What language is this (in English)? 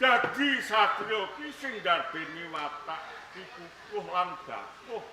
Javanese